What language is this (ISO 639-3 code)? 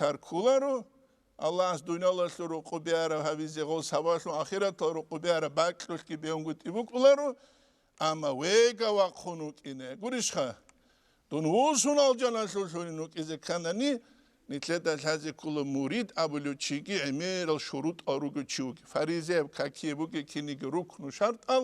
ava